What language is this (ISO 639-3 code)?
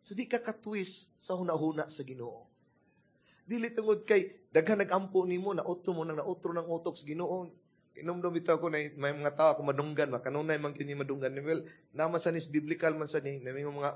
ceb